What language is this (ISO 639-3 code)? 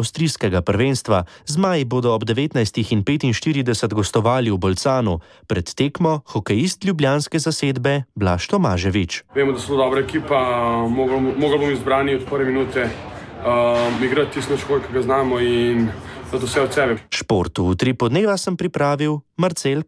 slv